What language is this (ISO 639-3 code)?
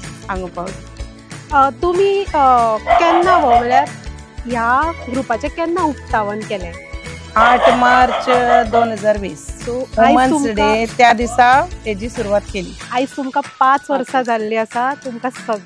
kok